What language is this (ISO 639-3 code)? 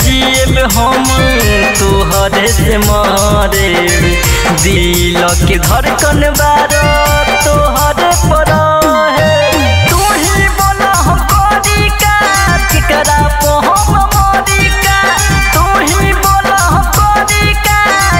bho